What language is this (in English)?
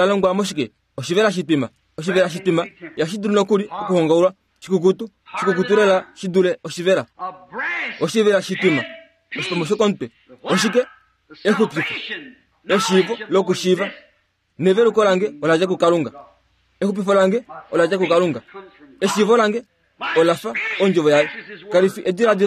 Kuanyama